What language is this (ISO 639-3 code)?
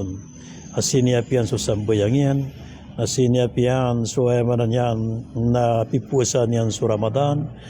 mrw